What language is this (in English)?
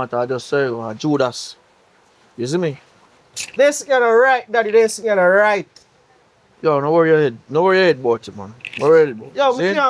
Jamaican Creole English